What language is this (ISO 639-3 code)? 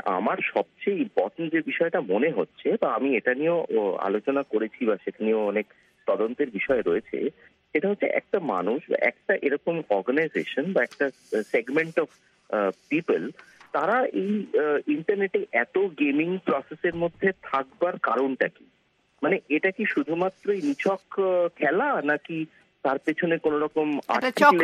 ben